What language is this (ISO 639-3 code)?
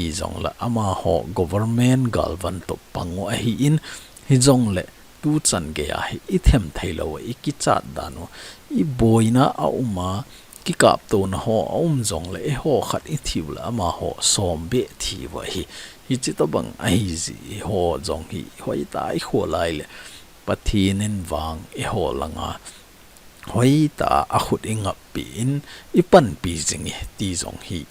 tcz